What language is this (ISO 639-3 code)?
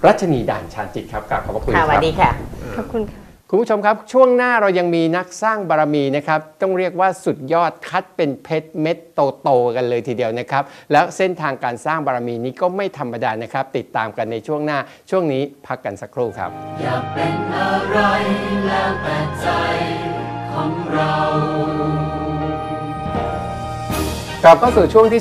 tha